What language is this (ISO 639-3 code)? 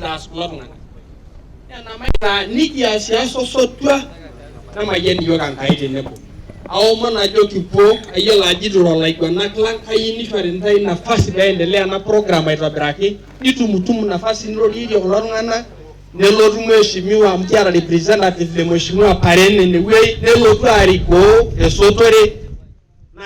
mas